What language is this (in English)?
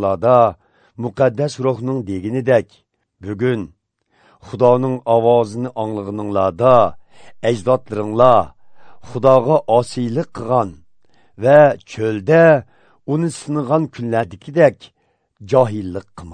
Uyghur